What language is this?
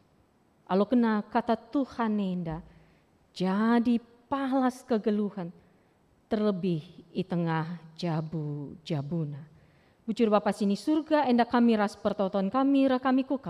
Batak Karo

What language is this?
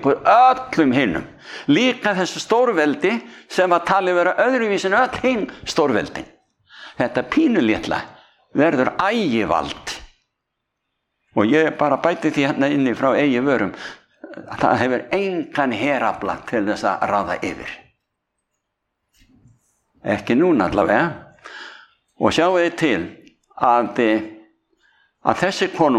Icelandic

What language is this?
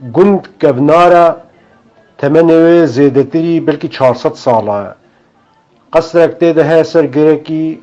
Kurdish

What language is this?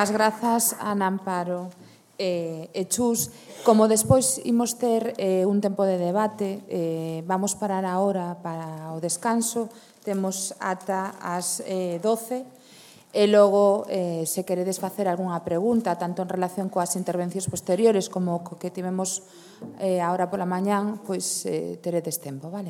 Galician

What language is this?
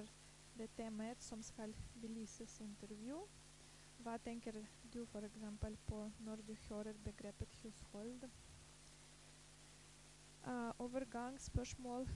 Norwegian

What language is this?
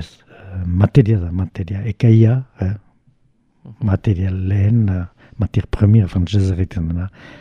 Basque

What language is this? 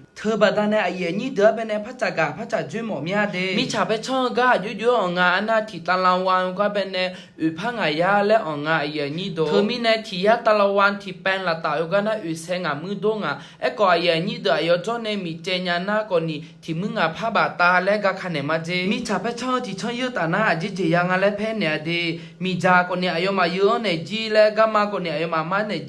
Akha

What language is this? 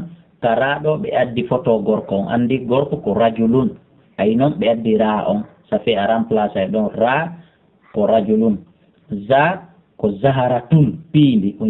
Fula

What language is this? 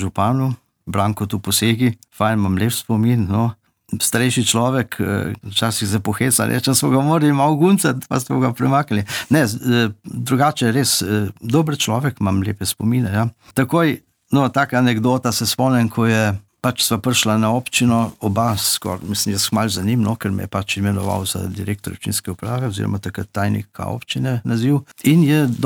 Slovenian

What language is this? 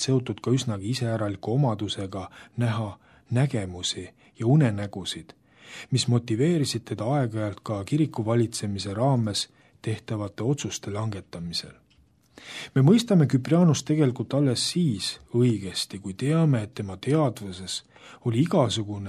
Estonian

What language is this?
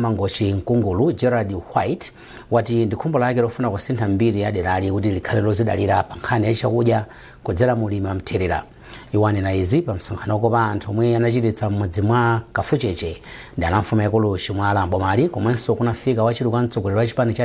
Nyanja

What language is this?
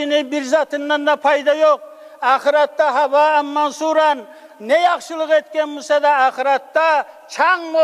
Kumyk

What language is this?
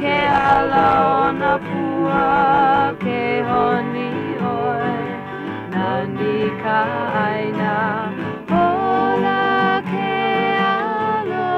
Hawaiian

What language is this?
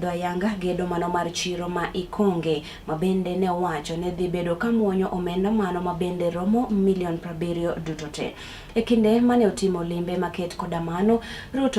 Luo (Kenya and Tanzania)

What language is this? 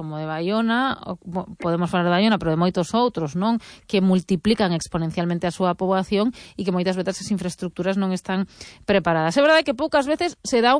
Galician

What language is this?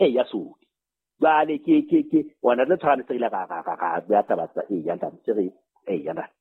Southern Sotho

